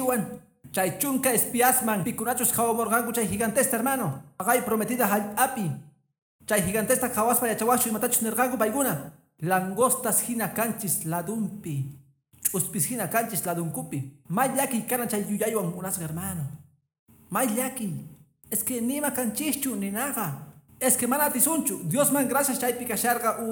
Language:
Quechua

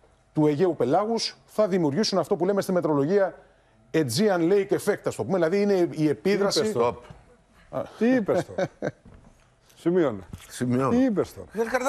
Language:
Greek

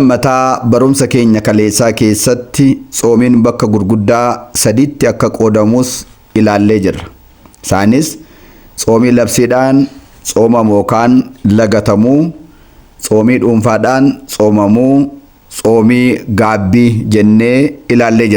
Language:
Oromo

